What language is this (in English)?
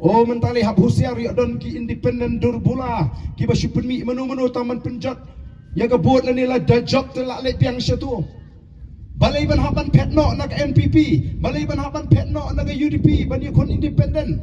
Khasi